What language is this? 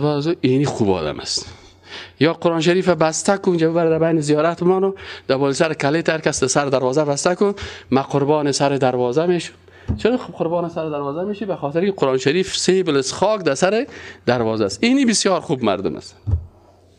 Persian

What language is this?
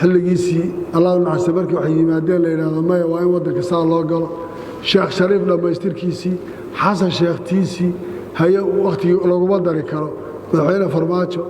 Somali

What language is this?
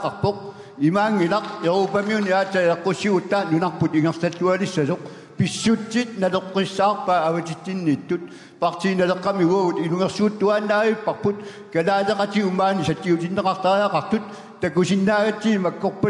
Kalaallisut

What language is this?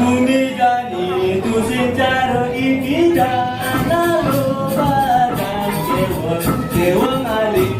Balinese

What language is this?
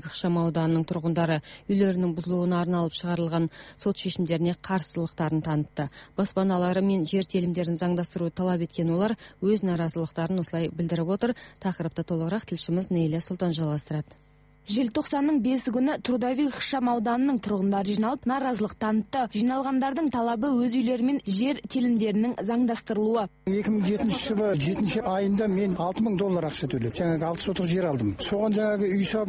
Kazakh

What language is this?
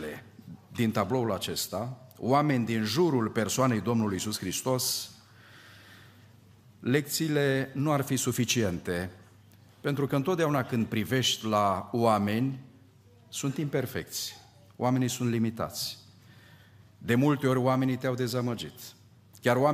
Romanian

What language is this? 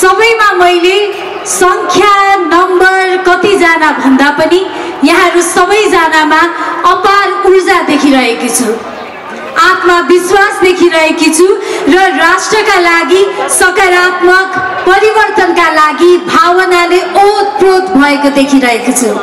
Nepali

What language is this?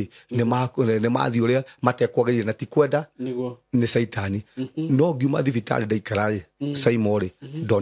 Kikuyu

